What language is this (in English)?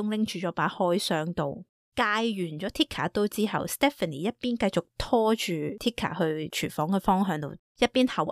Cantonese